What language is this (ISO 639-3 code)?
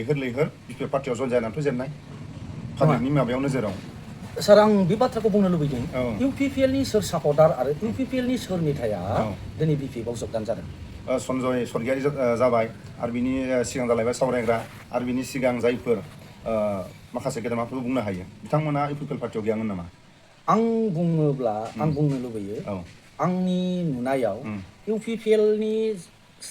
brx